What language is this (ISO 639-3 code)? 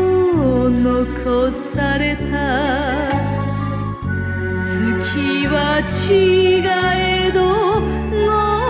jpn